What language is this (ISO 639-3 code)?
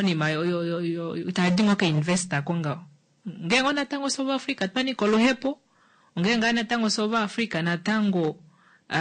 kua